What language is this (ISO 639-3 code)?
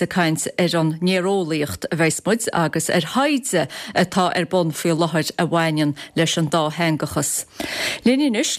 gle